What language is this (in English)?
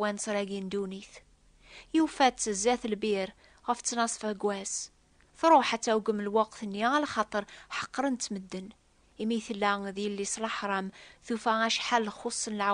Kabyle